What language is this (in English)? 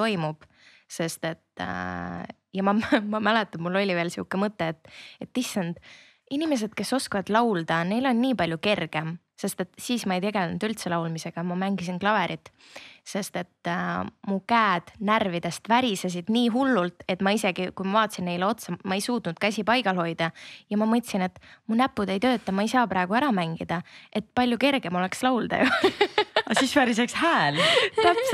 Estonian